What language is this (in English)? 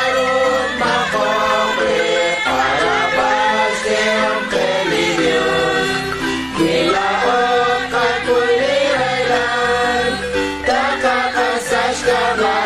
Kekchí